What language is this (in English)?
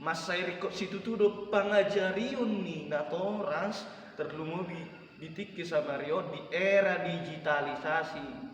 Batak Toba